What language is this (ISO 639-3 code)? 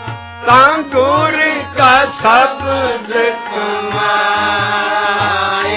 pan